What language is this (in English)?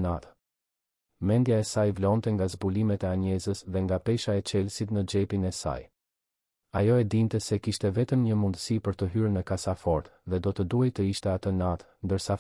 Albanian